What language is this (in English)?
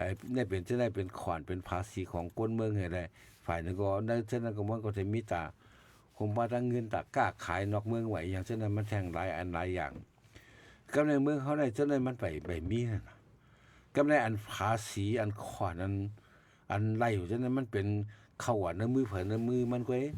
Shan